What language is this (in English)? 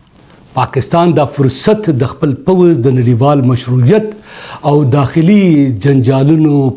Pashto